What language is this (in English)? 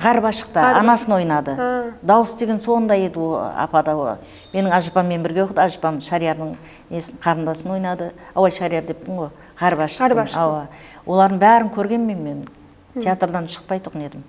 Kara-Kalpak